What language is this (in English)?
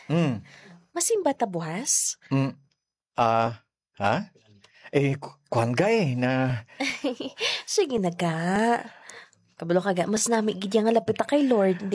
Hiligaynon